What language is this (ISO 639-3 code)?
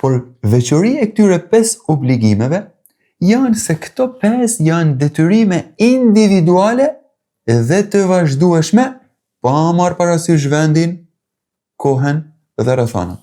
sqi